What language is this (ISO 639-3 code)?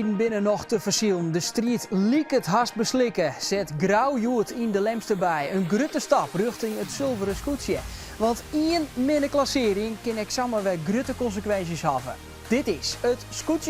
fry